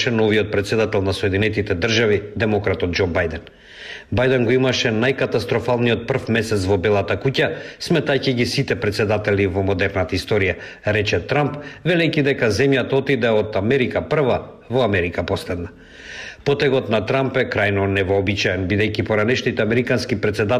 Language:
Macedonian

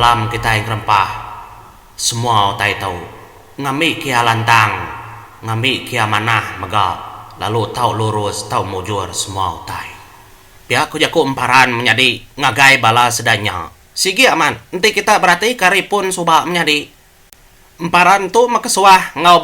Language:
Iban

